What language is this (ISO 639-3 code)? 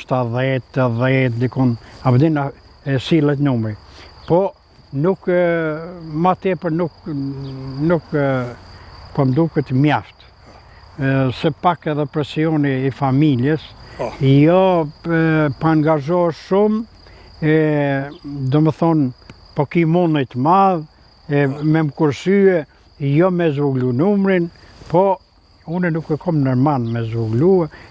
sqi